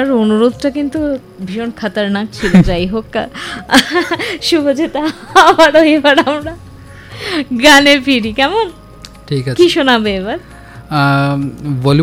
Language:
Bangla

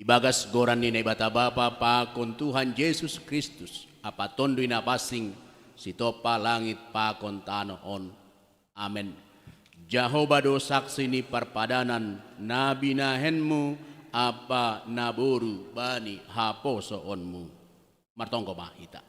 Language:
Batak Simalungun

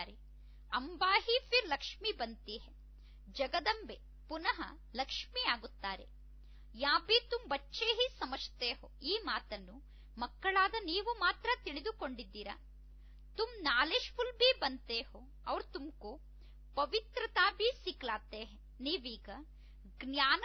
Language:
Kannada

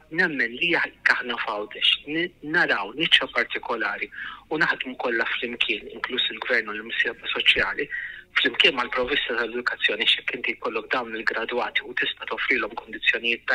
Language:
Maltese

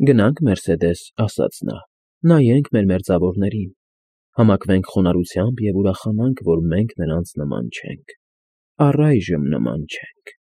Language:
Armenian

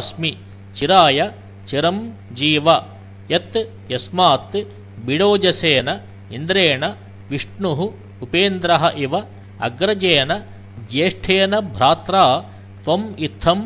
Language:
Sanskrit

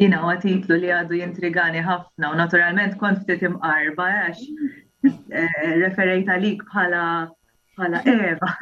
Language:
Maltese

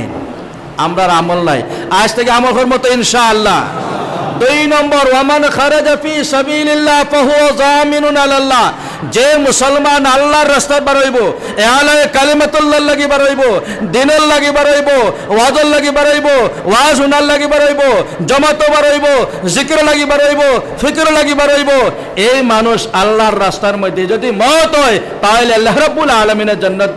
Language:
Sylheti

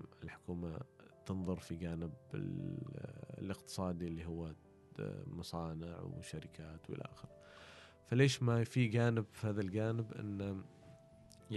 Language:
Gulf Arabic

